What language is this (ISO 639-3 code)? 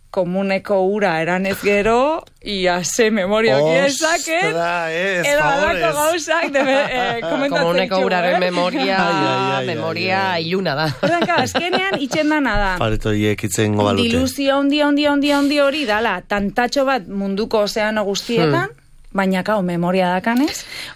eus